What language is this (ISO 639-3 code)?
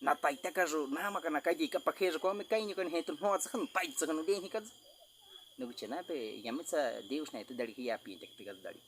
bwi